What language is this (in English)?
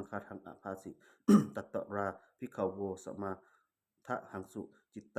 Pali